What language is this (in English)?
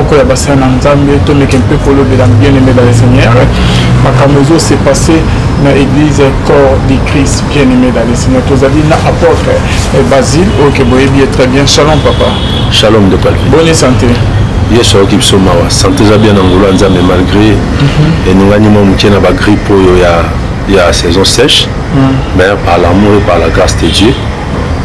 Lingala